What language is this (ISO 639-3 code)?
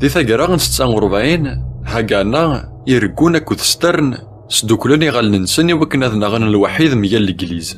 kab